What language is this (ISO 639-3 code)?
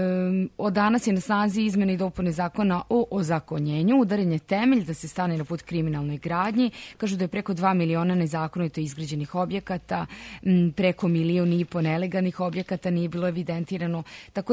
srp